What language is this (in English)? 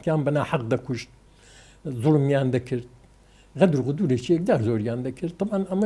Central Kurdish